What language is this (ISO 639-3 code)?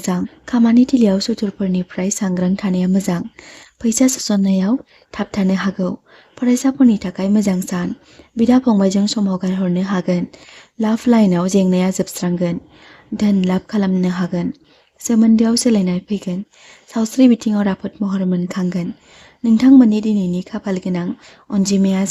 brx